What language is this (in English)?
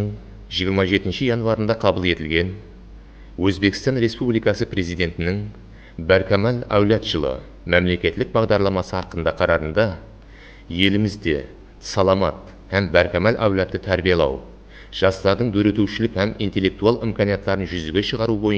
Kara-Kalpak